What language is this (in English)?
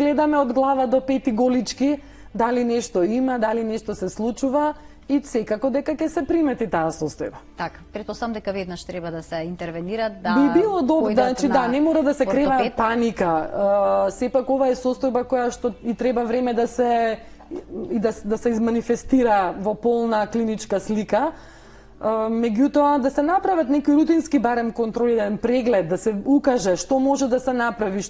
Macedonian